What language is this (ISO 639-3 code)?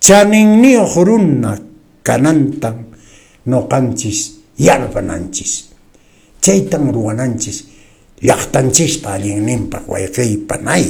que